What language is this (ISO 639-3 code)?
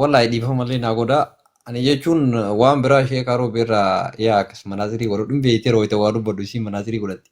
orm